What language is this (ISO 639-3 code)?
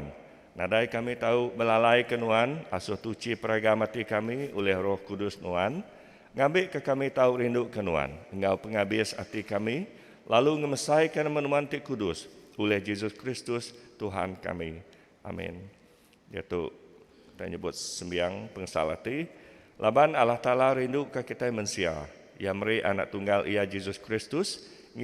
iba